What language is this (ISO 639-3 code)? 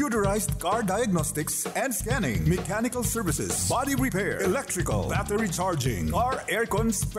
bik